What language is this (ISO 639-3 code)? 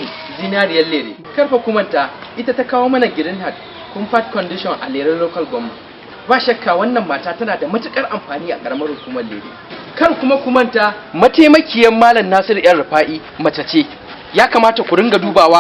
hau